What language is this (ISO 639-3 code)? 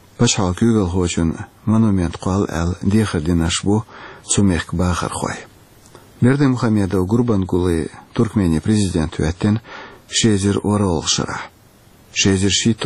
che